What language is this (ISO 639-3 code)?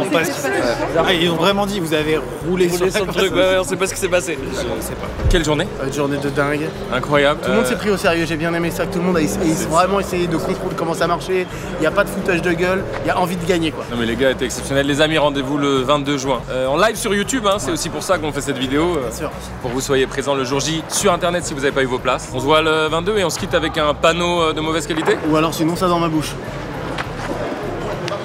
fra